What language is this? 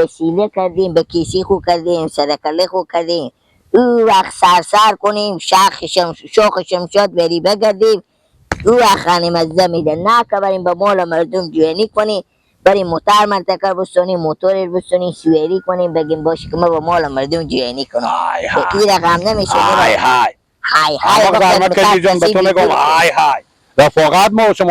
Persian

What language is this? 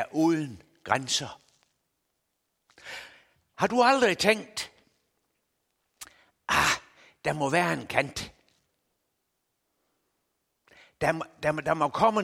Danish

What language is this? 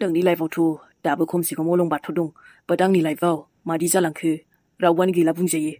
Bodo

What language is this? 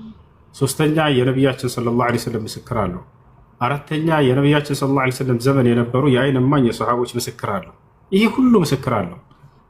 Amharic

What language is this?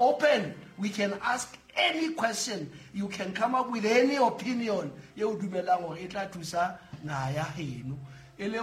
Southern Sotho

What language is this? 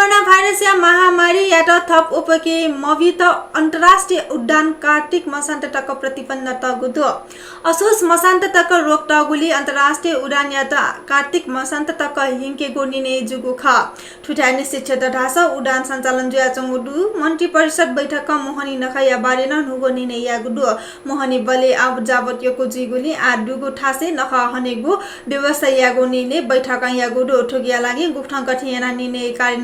Newari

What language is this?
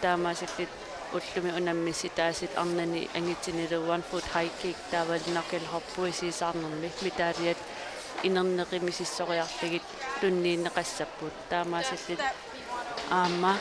Kalaallisut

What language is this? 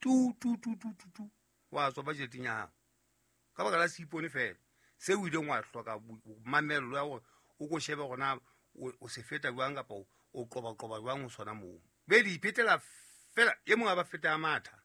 Southern Sotho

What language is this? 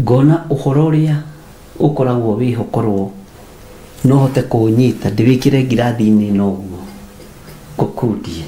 Kikuyu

